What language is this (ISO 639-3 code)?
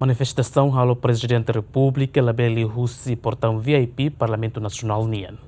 tet